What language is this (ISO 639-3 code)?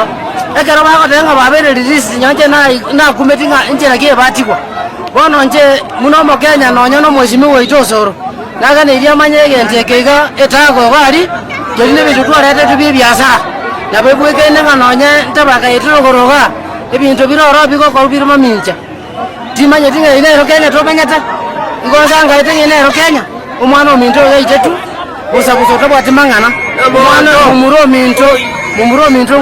guz